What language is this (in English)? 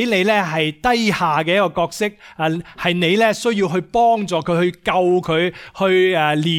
Cantonese